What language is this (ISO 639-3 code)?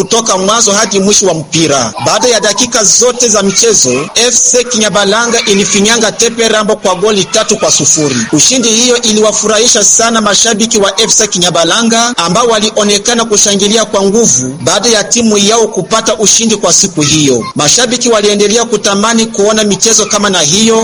swa